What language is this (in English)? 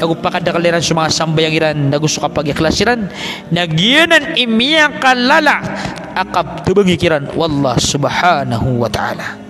Maranao